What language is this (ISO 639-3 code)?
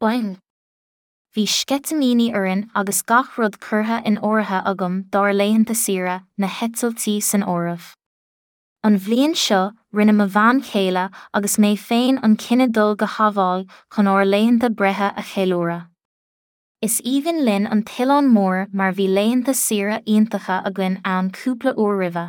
gle